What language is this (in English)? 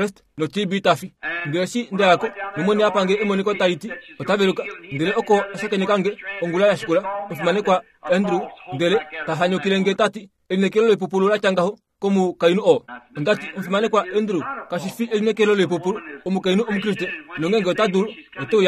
Kuanyama